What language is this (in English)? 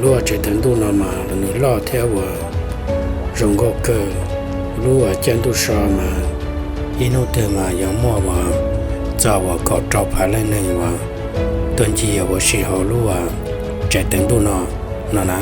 Hmong